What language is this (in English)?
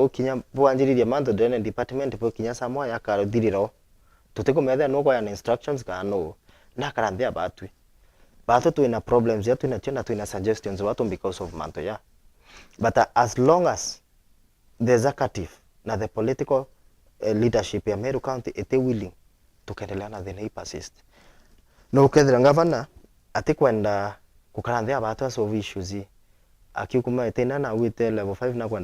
Meru